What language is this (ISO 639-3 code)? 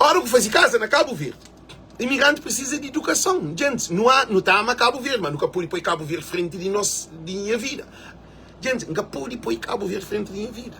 kea